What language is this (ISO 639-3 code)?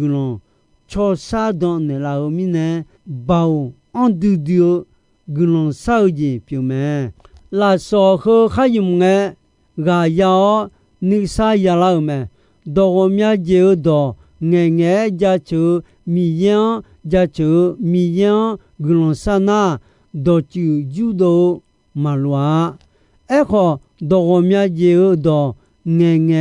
ahk